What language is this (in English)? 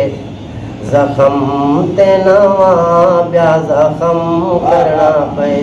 Saraiki